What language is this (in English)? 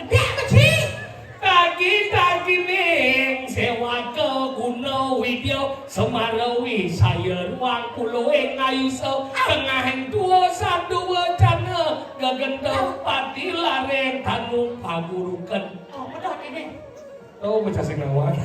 Balinese